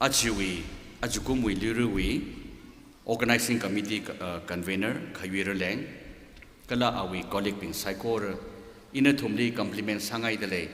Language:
Tangkhul Naga (India)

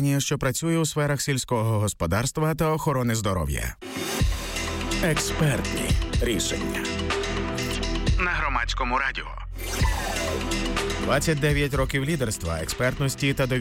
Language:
Ukrainian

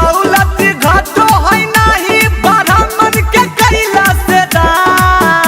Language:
Magahi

